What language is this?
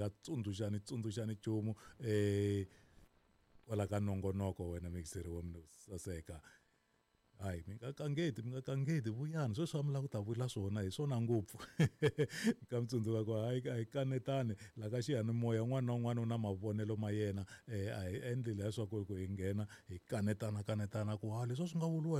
Tsonga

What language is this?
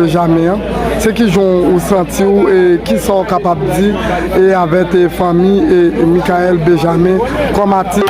Haitian Creole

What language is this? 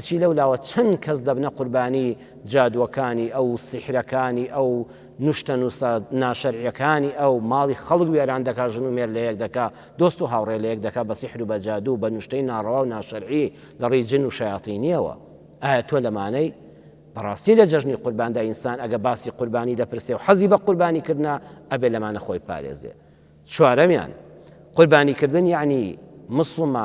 Central Kurdish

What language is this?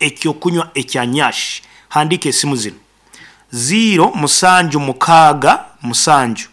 Nyankole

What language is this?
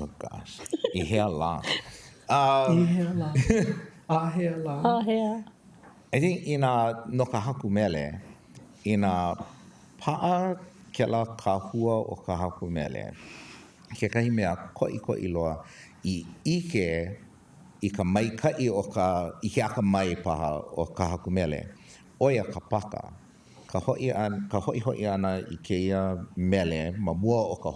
Hawaiian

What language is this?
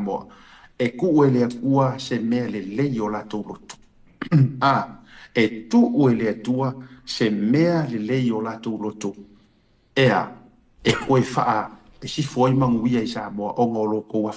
Samoan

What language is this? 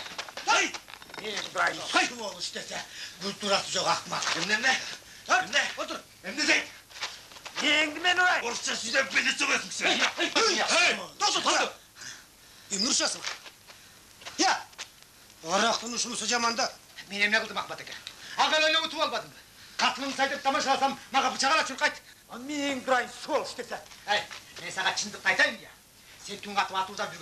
Kyrgyz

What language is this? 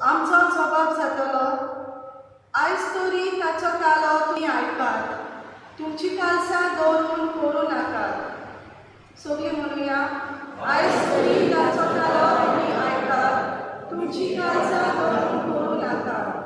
Konkani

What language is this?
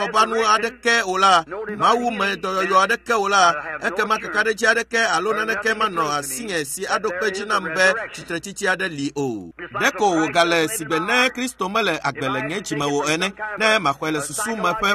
Ewe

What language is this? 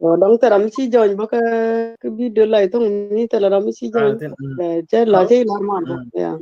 Nuer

